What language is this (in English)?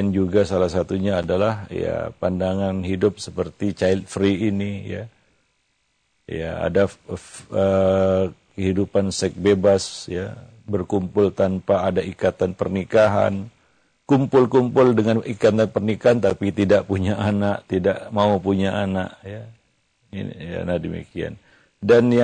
Indonesian